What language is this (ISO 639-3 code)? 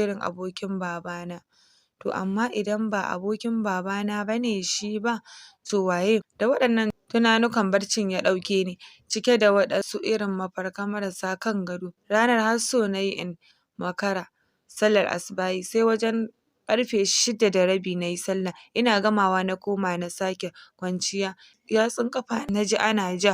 hau